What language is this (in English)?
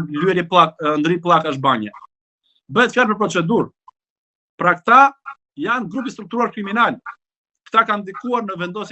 Albanian